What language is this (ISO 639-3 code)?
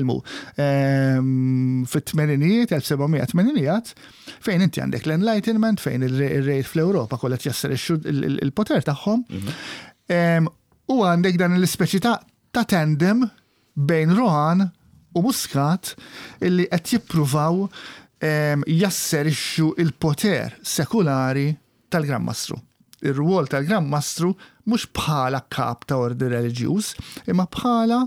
mlt